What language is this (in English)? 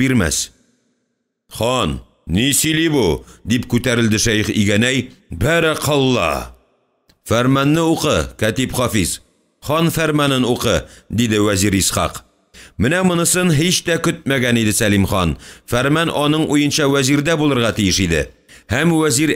Tatar